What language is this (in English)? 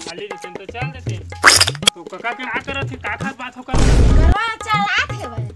Chhattisgarhi